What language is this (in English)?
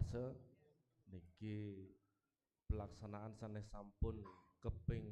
Balinese